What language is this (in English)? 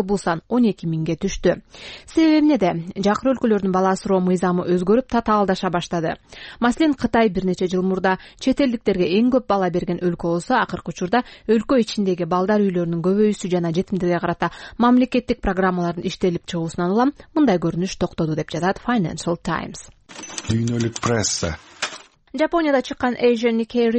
Kyrgyz